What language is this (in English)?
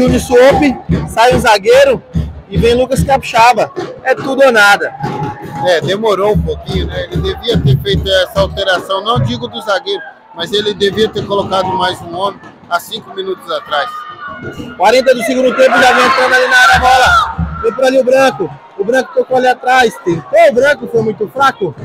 Portuguese